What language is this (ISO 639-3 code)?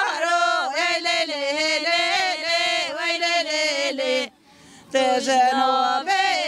kur